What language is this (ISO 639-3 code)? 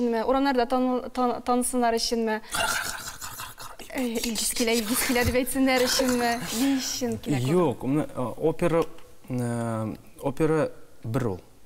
tat